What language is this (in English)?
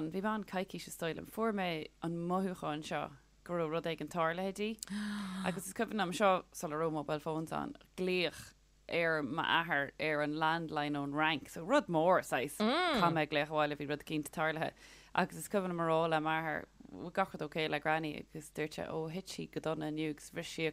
Irish